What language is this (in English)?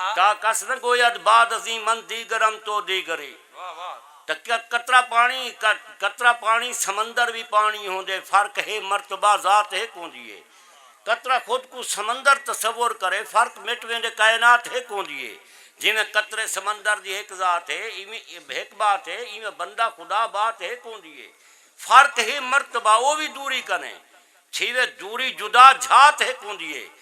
Saraiki